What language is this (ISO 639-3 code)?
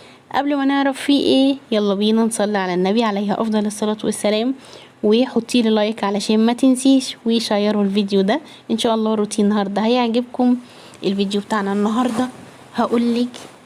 arz